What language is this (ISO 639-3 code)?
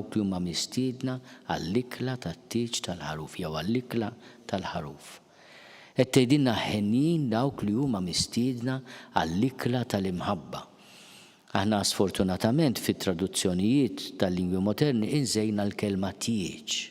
mlt